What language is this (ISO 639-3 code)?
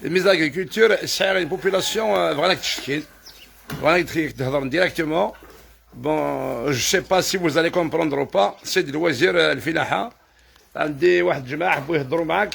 kab